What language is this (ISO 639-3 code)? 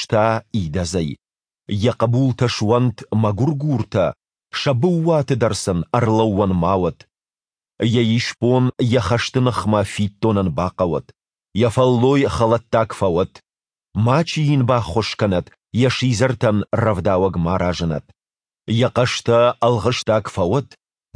oss